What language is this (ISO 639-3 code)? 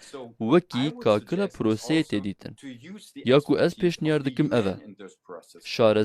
kur